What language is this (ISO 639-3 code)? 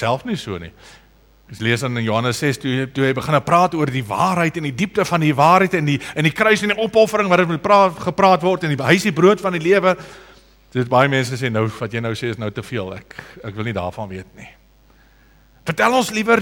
afr